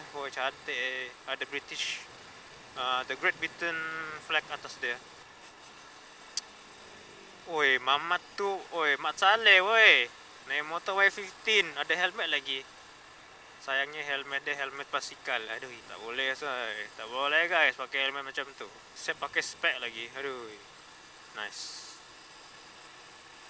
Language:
Malay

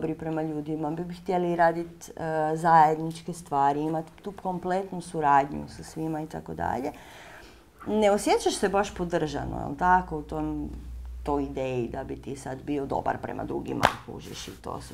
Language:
Croatian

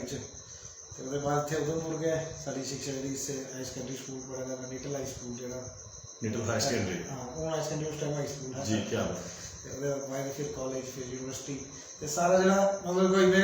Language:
Dogri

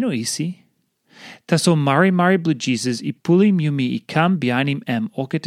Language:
Tok Pisin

